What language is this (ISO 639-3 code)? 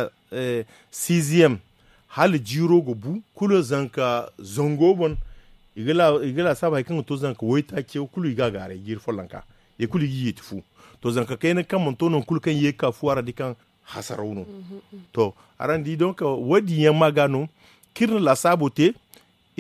dje